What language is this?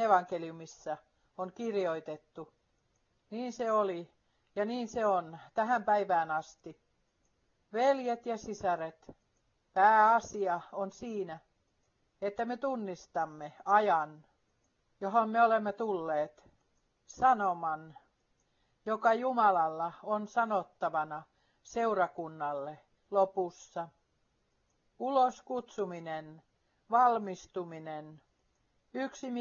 Finnish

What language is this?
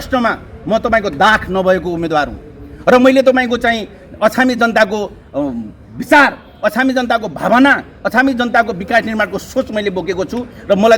Nepali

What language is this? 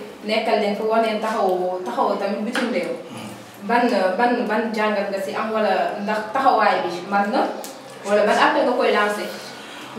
Wolof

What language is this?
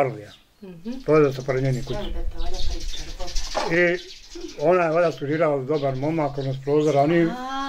Bosnian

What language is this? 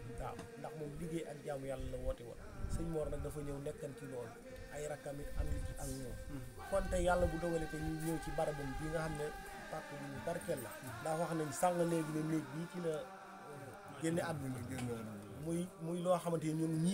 Wolof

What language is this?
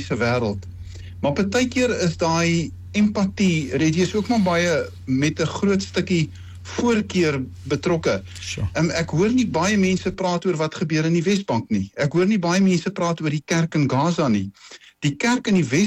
Afrikaans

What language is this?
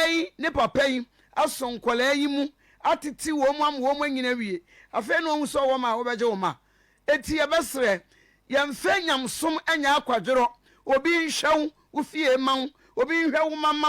Akan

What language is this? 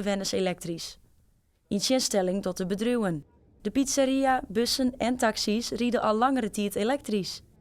Western Frisian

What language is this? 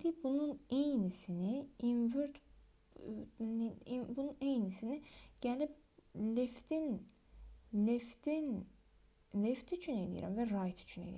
Azerbaijani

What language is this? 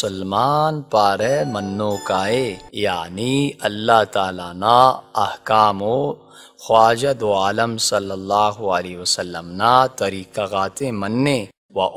Brahui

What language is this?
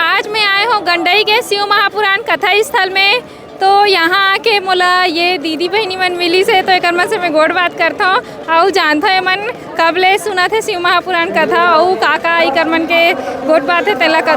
Chhattisgarhi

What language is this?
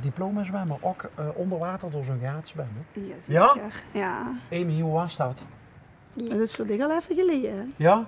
Limburgish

